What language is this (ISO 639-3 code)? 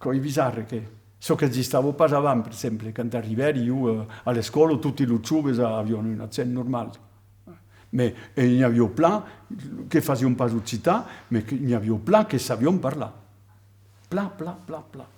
oci